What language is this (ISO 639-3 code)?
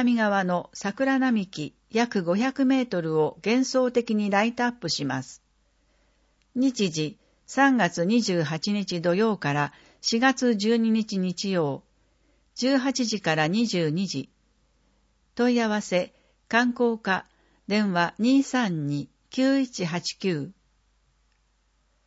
jpn